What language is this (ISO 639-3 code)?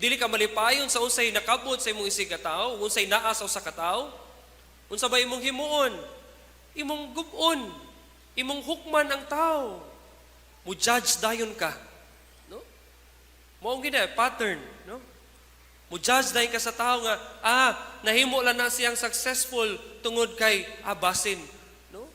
ceb